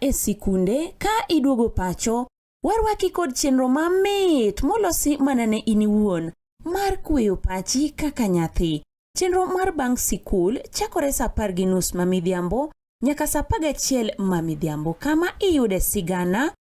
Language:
Luo (Kenya and Tanzania)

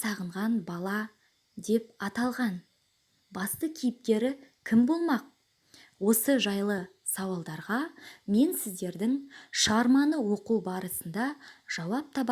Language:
Kazakh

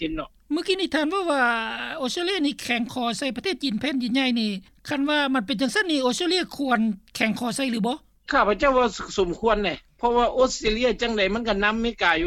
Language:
Lao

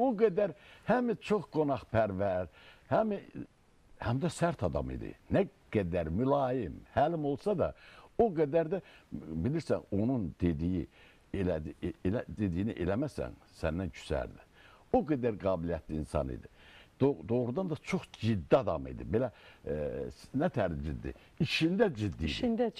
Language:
Azerbaijani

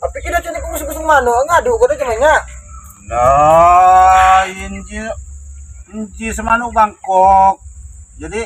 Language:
Lampung Api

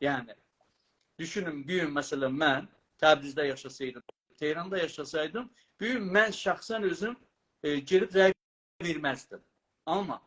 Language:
South Azerbaijani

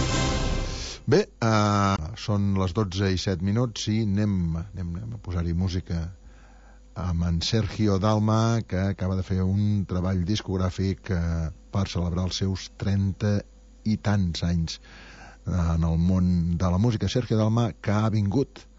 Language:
Catalan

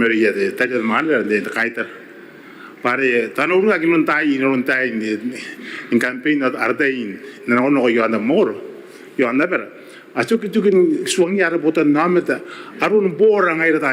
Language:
Gilbertese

